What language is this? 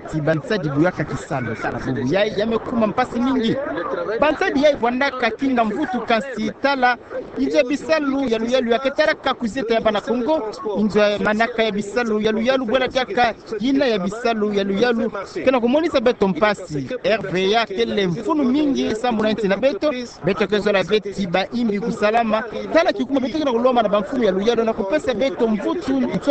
Kituba (Democratic Republic of Congo)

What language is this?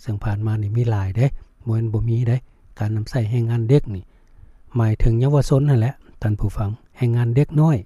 Lao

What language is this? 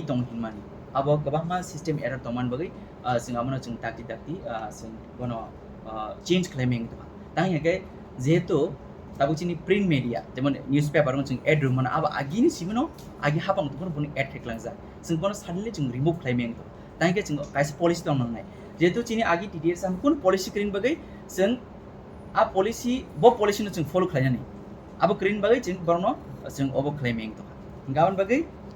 Kok Borok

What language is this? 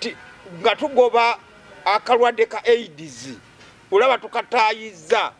Ganda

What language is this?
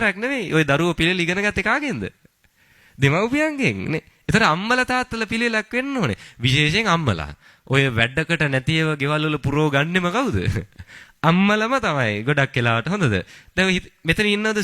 Sinhala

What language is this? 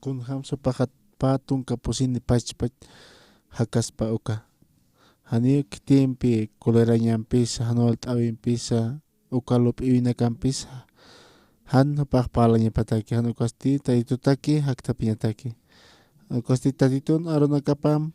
Aymara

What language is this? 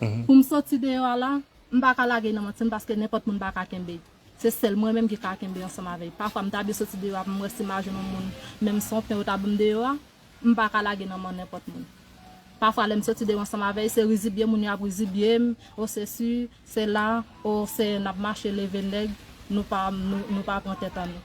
Haitian Creole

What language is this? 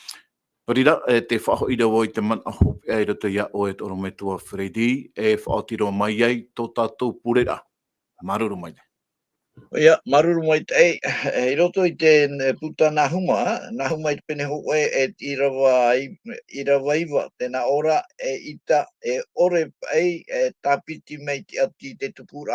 Tahitian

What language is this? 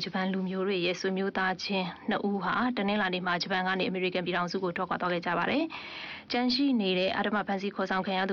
Burmese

